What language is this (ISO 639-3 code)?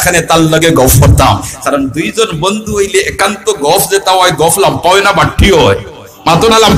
syl